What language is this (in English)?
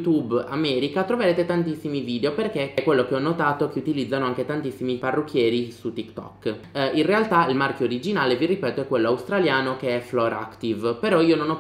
Italian